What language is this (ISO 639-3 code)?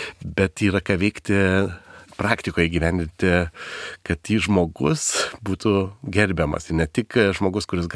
lit